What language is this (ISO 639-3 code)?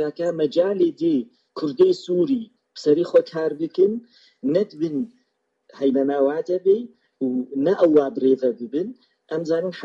kur